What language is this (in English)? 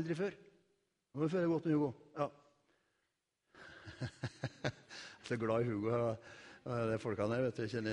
Norwegian